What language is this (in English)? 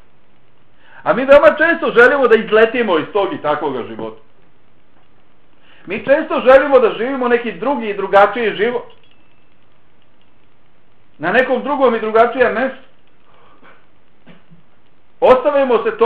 Bosnian